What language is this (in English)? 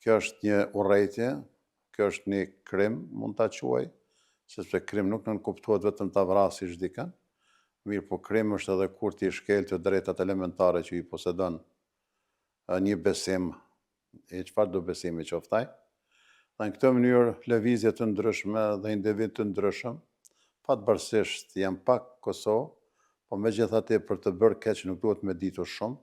Albanian